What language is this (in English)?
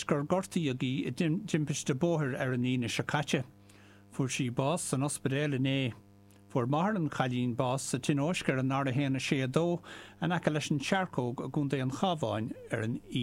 Irish